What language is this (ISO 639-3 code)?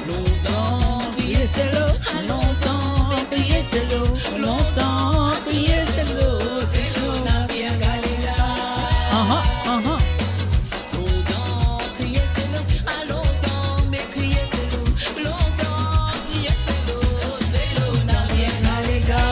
mfe